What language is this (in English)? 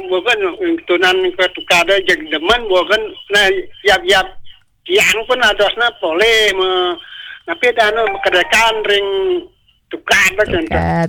Balinese